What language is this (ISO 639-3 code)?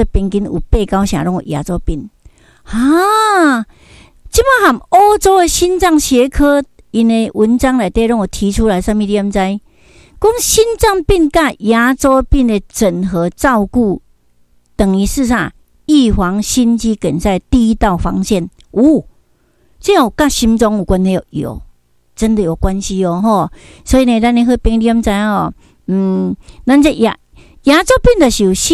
nan